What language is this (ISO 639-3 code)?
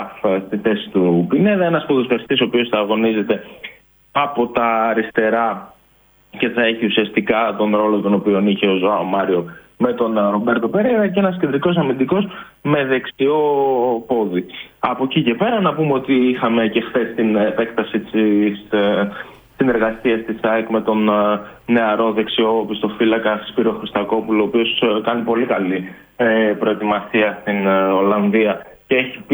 ell